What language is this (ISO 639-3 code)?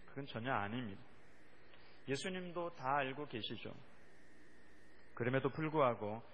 kor